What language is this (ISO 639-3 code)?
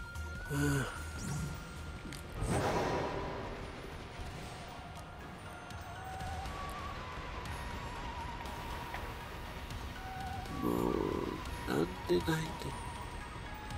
jpn